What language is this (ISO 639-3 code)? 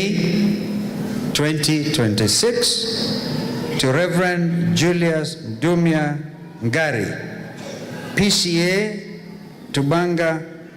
kam